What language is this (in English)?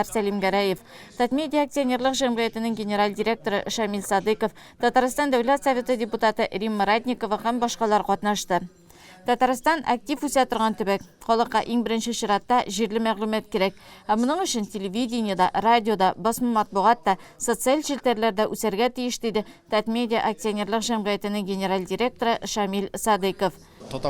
Tatar